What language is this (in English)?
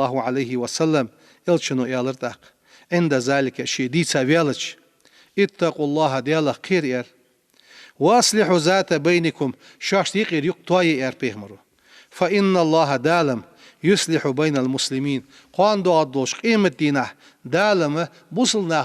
Ingush